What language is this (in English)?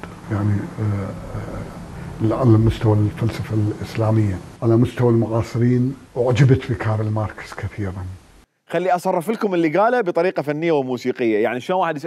Mesopotamian Arabic